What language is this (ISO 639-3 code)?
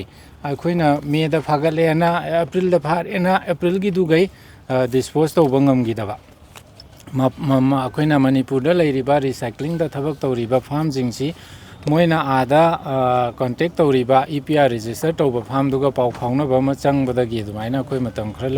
mni